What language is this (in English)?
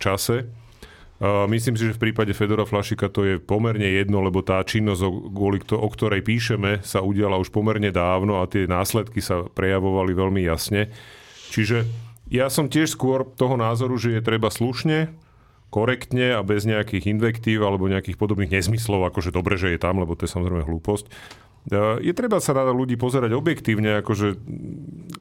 Slovak